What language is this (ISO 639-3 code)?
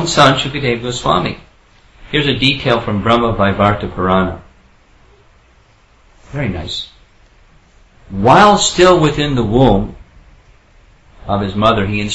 eng